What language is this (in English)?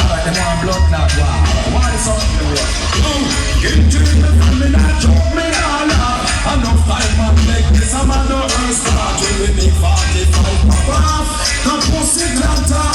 Jamaican Creole English